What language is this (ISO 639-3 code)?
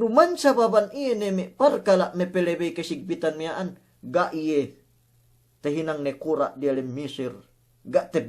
yka